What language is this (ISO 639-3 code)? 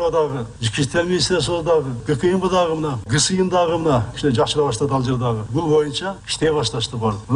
kir